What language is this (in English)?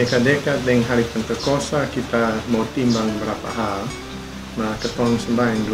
Kupang Malay